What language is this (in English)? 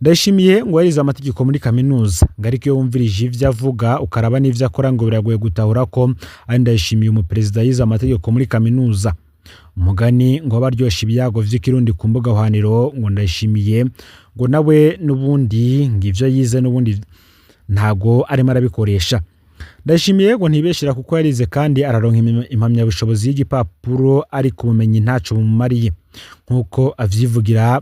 Rundi